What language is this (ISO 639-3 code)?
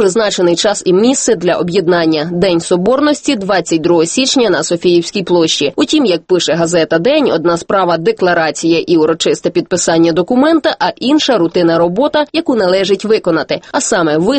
ukr